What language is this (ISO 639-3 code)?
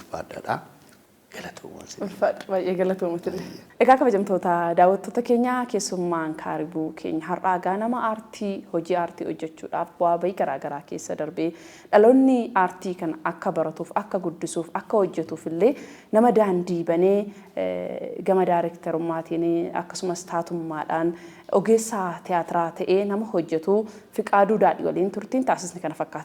orm